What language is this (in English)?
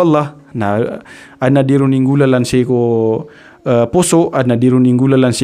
Maranao